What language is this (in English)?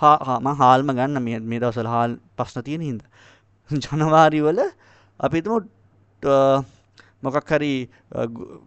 Sinhala